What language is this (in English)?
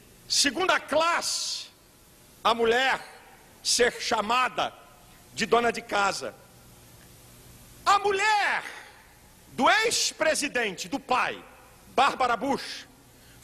Portuguese